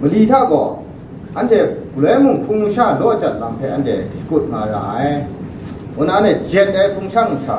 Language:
Kachin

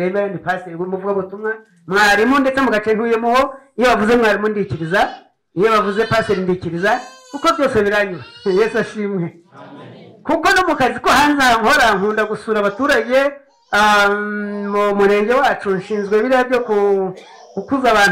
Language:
Kinyarwanda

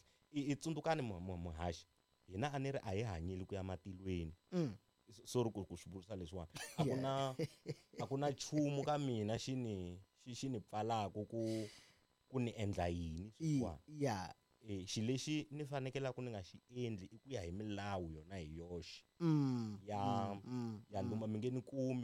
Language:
Tsonga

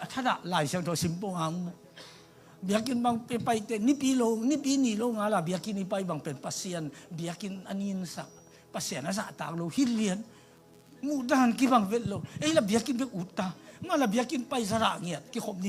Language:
Tedim Chin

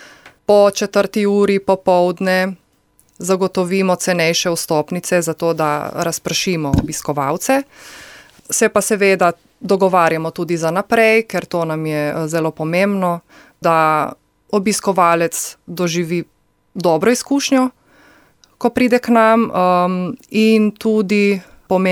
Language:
Slovenian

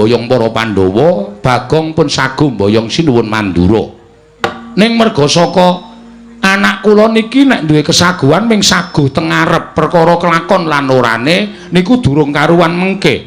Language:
Javanese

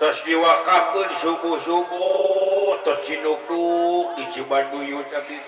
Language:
Sundanese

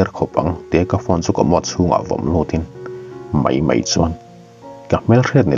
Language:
Mizo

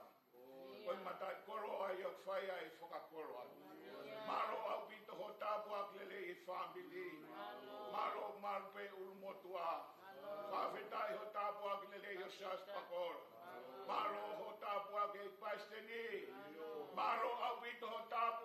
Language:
Tongan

